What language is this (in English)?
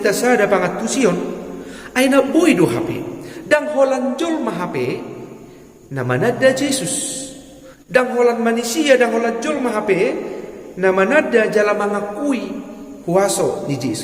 Batak Toba